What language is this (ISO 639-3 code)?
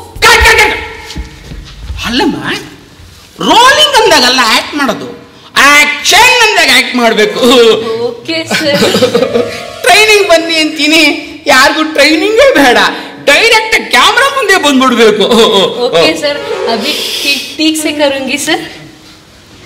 kan